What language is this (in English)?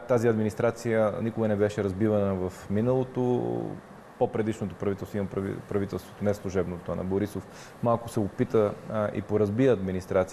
Bulgarian